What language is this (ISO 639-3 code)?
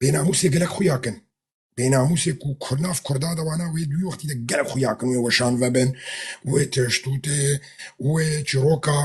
kur